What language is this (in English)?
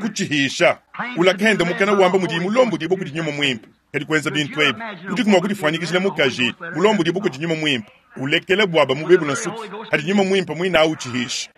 Luba-Lulua